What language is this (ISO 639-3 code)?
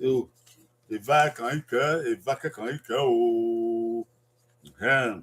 bin